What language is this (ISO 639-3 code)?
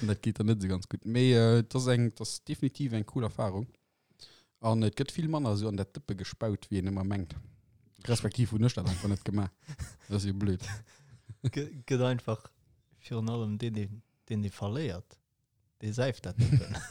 ltz